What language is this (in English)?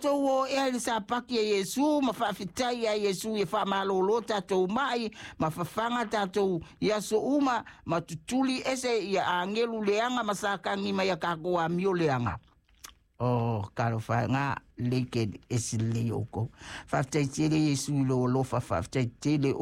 Samoan